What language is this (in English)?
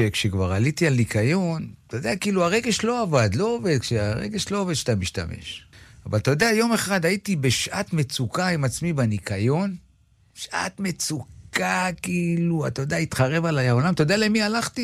Hebrew